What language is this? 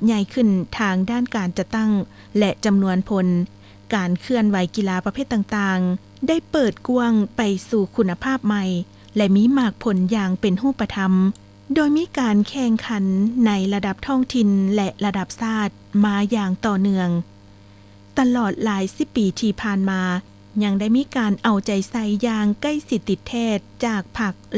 Lao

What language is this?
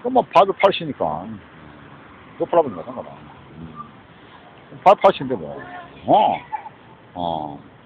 Korean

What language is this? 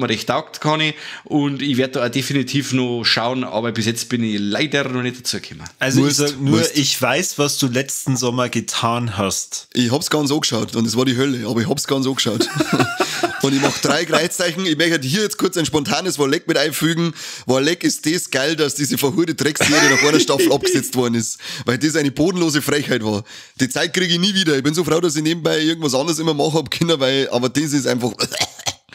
Bavarian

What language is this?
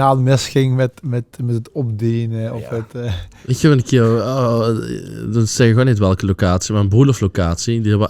Limburgish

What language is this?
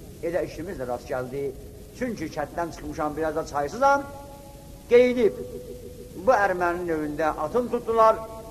South Azerbaijani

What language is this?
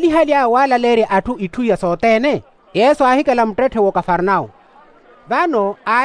Makhuwa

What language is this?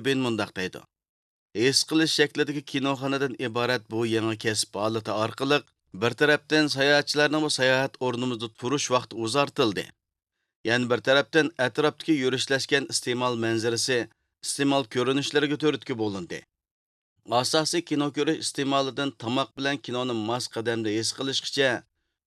Uyghur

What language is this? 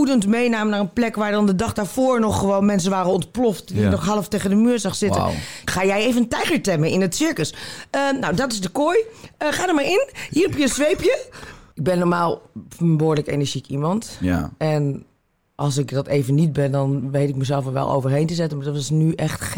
Dutch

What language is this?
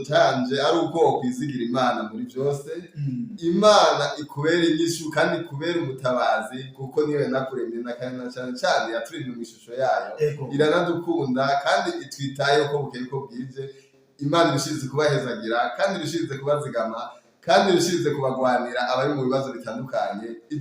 Rundi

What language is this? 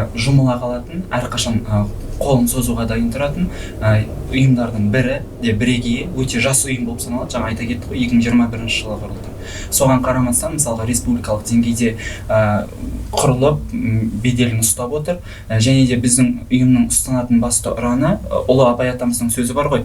Kazakh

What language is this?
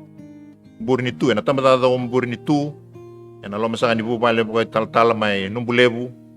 Fijian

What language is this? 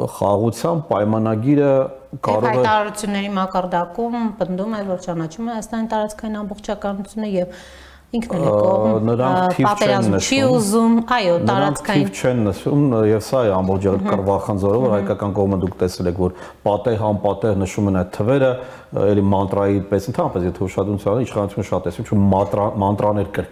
Armenian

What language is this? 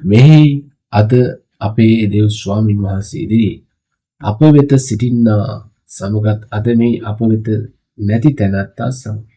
Sinhala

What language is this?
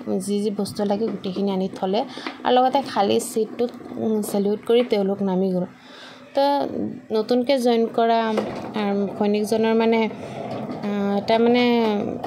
Assamese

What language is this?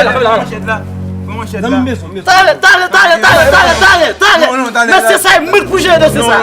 Haitian Creole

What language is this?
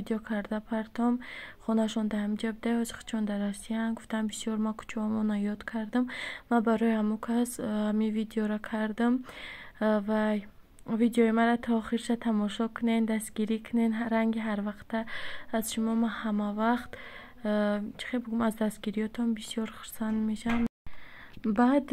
Tajik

